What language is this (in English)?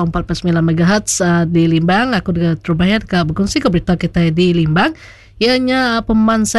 Iban